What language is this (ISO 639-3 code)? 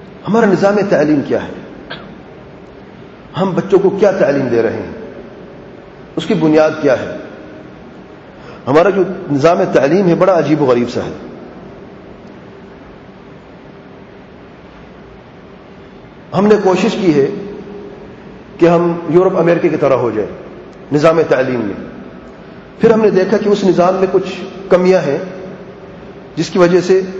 urd